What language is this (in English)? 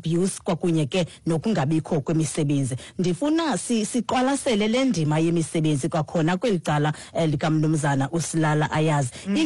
Xhosa